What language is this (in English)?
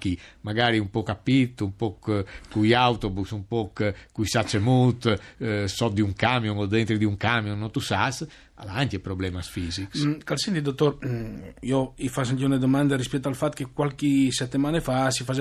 Friulian